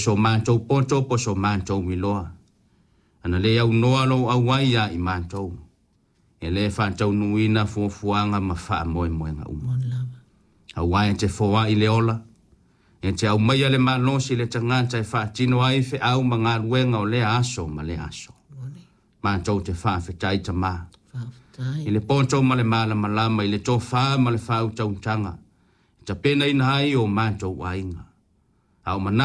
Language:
Samoan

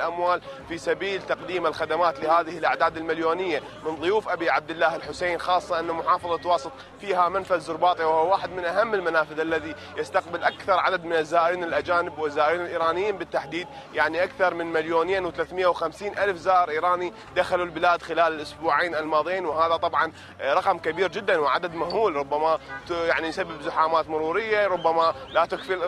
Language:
Arabic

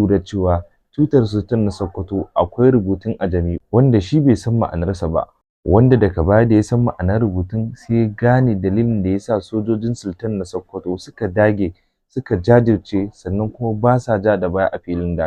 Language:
Hausa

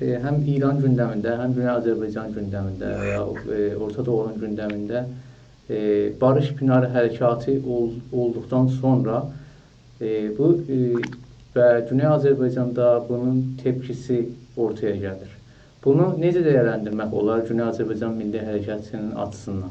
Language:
South Azerbaijani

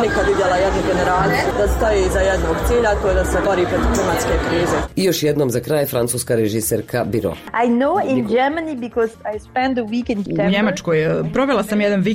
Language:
Croatian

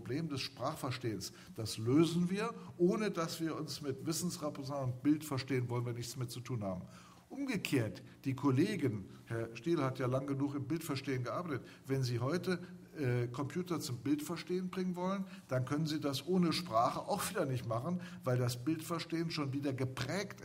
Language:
German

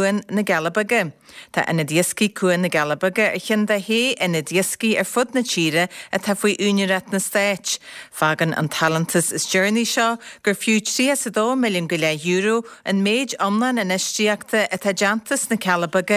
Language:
Irish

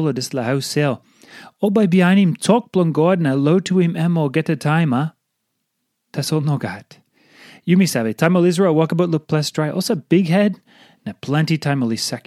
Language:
Tok Pisin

